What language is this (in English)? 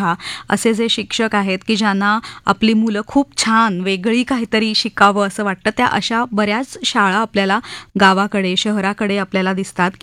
Marathi